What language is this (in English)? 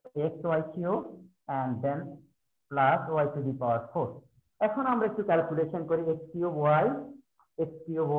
Bangla